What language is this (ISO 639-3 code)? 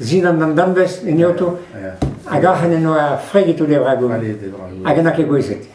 bre